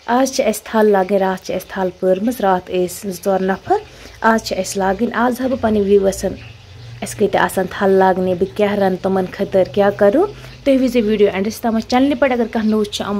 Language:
Kashmiri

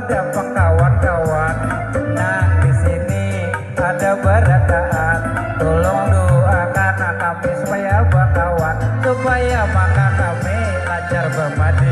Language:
Banjar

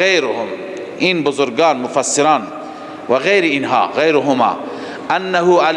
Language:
Persian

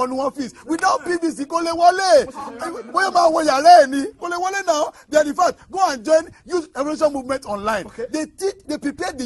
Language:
Yoruba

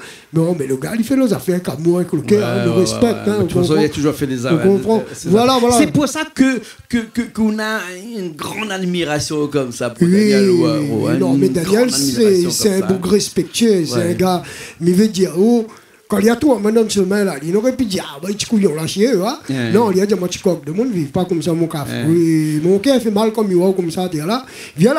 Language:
Réunion Creole French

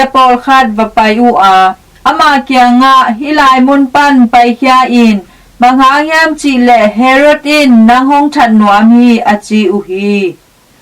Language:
Tedim Chin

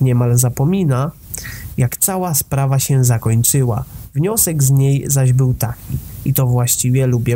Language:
Polish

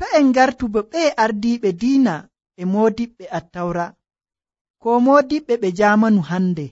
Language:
Nigerian Fulfulde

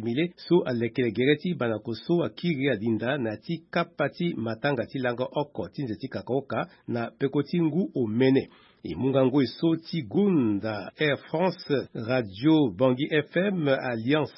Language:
Sango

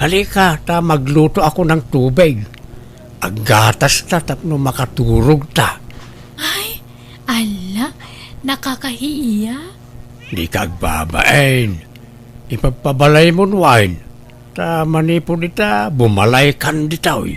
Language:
Iloko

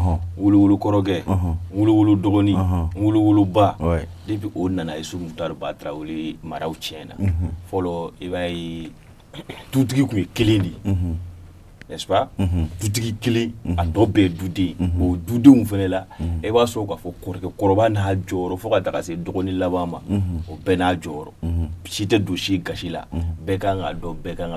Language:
Bambara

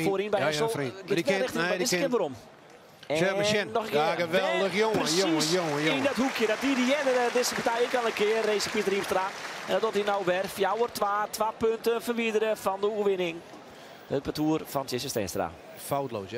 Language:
Western Frisian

